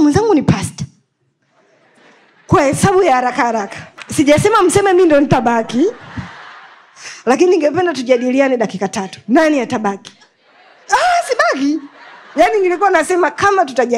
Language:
Swahili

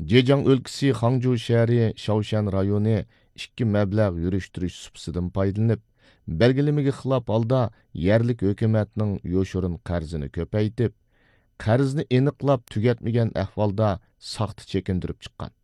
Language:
Uyghur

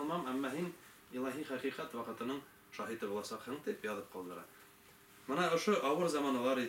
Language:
Bashkir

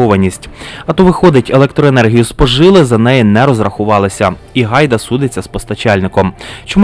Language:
Ukrainian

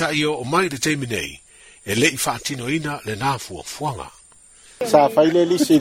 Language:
Samoan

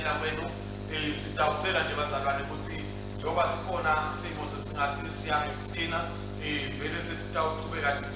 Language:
Swati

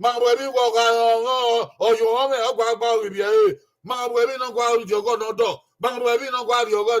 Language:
Bini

